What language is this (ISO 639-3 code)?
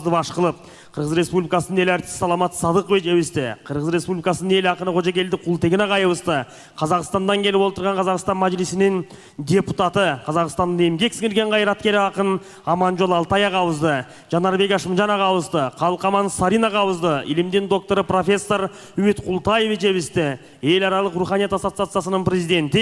kir